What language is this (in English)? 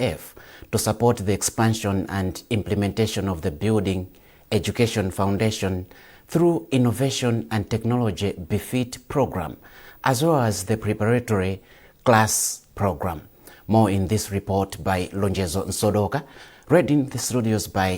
English